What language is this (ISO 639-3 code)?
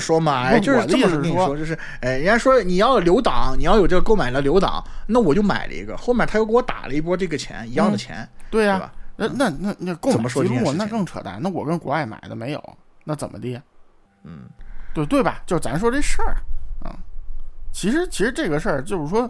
zho